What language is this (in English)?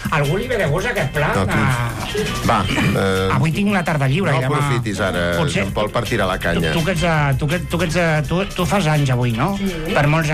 Catalan